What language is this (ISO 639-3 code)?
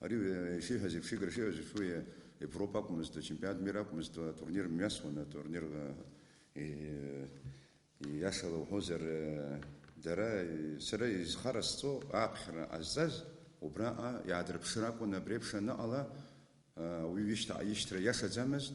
abk